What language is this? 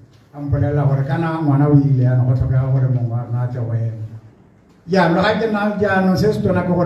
Tswana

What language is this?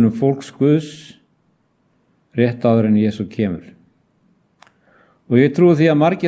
Icelandic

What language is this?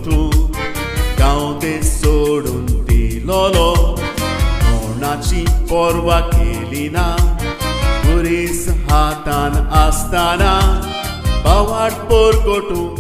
Konkani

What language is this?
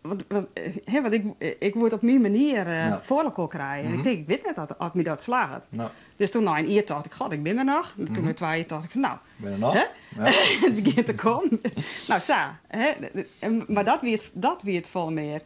Western Frisian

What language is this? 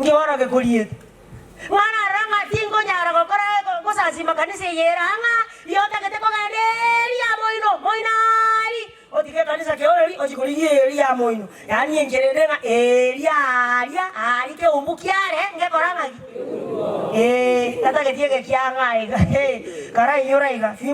Gusii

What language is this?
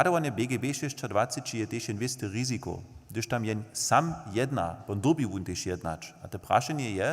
Upper Sorbian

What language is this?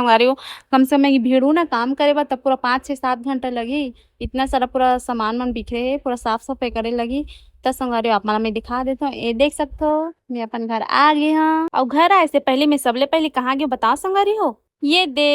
Chhattisgarhi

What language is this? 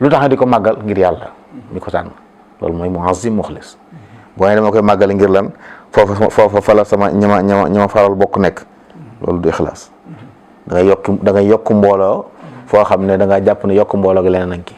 Wolof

